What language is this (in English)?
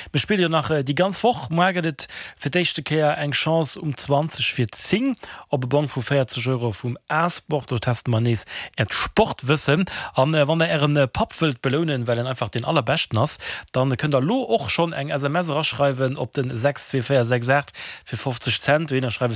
Luxembourgish